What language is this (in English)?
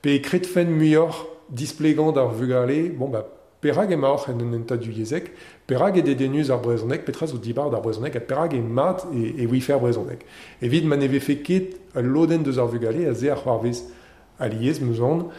Breton